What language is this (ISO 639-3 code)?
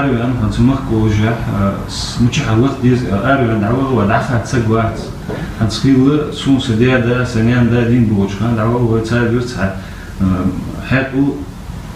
inh